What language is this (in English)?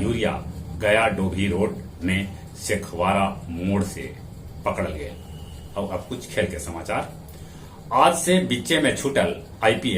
Magahi